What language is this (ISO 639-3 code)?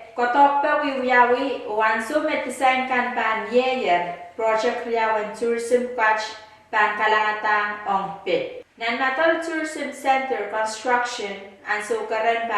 pon